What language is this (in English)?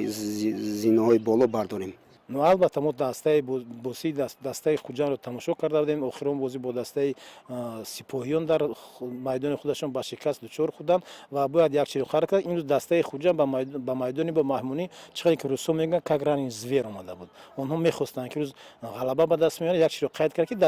Tajik